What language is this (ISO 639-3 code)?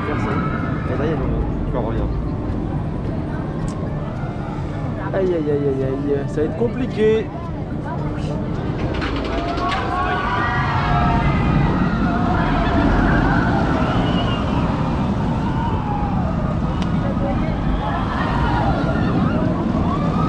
fra